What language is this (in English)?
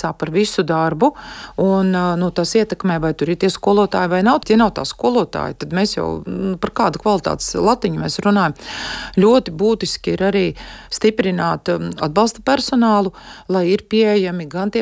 Latvian